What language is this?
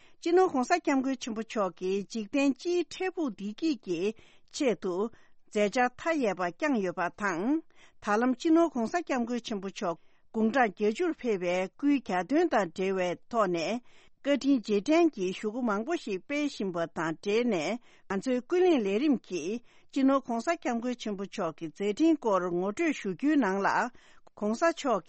Tibetan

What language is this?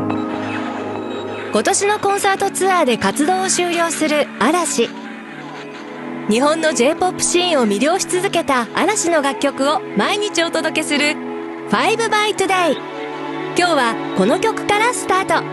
Japanese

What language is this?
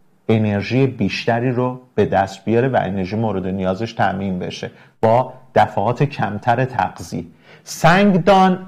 Persian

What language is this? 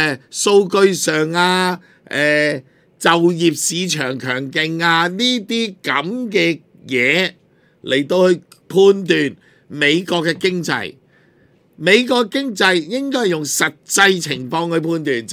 Cantonese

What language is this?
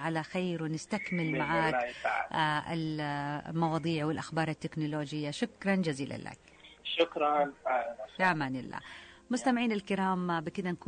Najdi Arabic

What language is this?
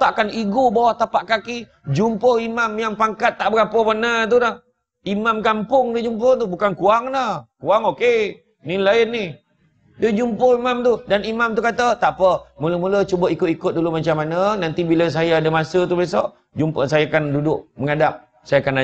Malay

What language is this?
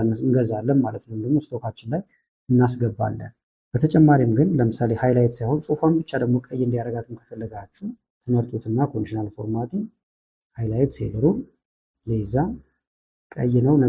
Amharic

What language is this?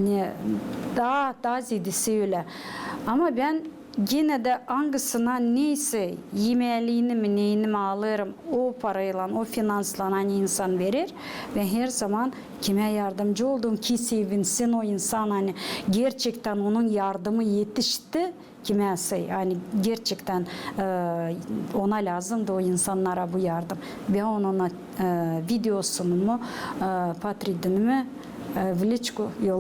Gagauz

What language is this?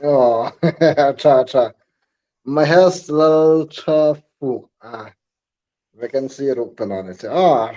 Hmar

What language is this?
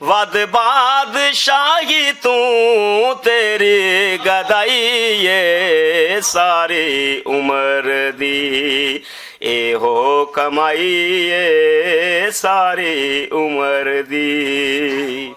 Western Panjabi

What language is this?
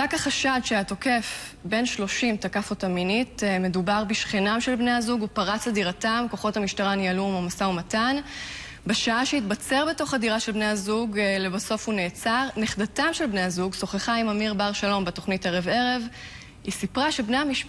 Hebrew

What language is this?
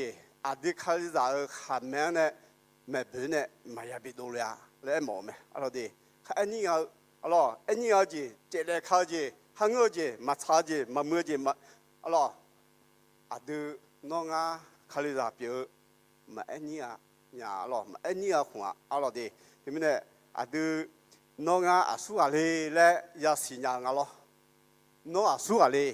Akha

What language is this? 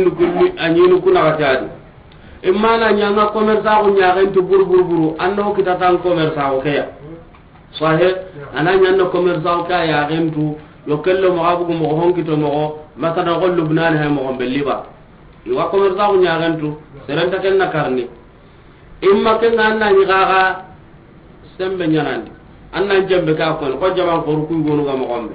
Soninke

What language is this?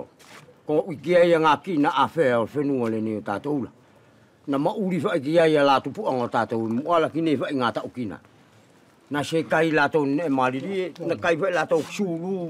East Futuna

